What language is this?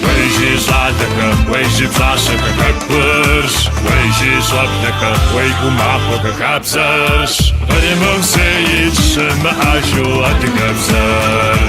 Kabardian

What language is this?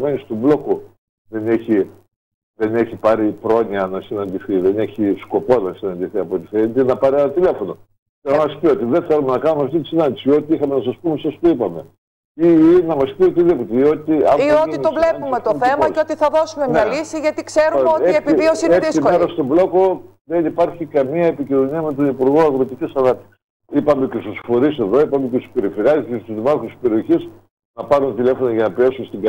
Greek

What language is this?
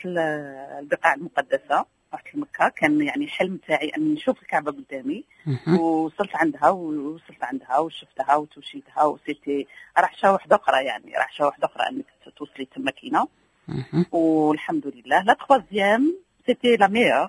Moroccan Arabic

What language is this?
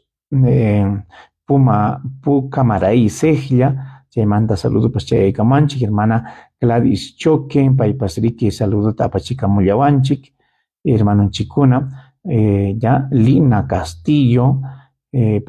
Ayacucho Quechua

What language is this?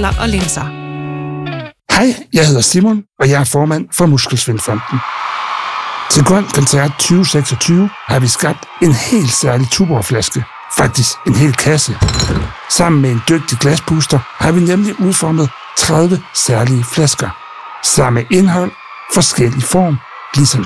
Danish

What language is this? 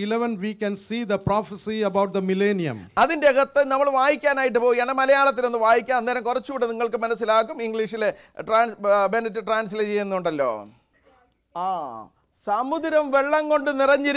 Malayalam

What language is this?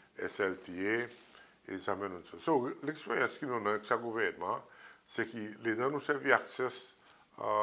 Seselwa Creole French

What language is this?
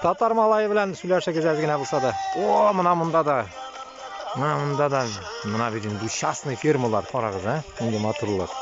Bashkir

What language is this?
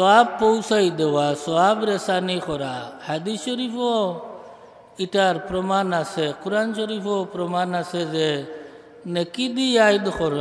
Sylheti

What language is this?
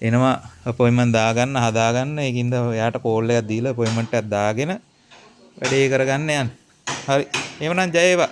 Sinhala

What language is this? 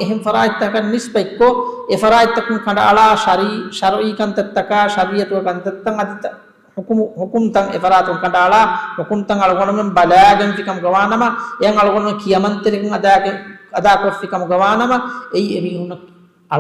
Divehi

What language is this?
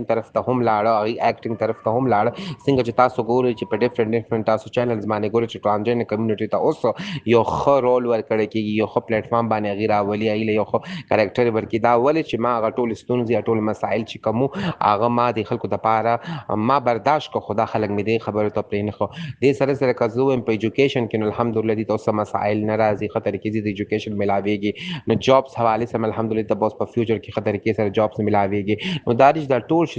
Pashto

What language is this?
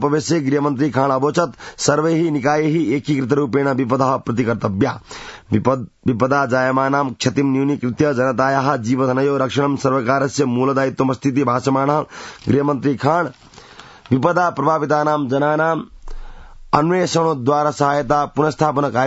Sanskrit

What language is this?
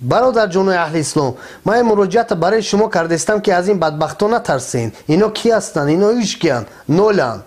Tajik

